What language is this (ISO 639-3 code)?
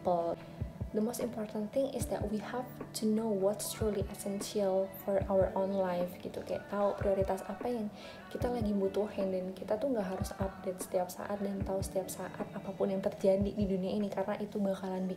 ind